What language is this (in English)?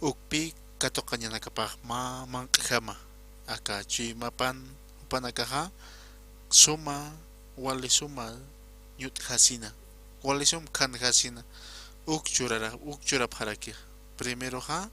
Aymara